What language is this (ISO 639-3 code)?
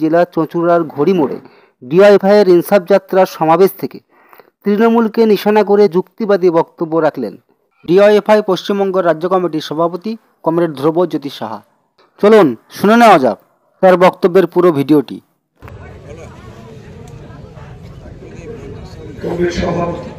ben